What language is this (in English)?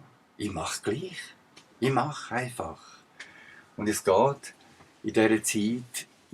Swiss German